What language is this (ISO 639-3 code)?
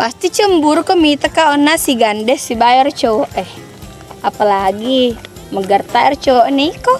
bug